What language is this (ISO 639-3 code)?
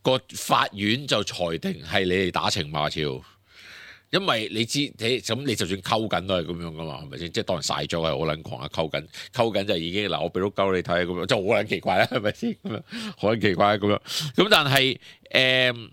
yue